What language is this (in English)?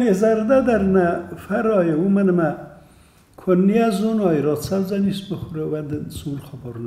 Ossetic